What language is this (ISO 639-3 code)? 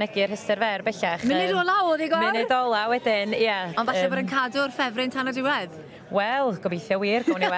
cym